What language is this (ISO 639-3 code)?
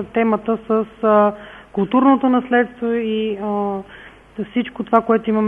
bul